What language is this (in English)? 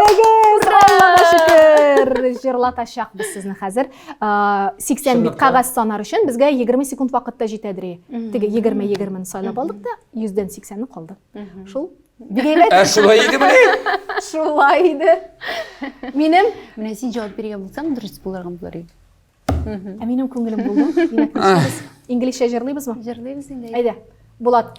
Tatar